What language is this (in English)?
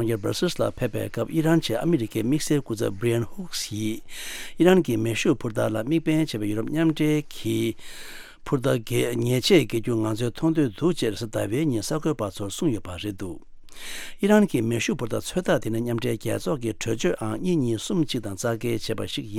Tibetan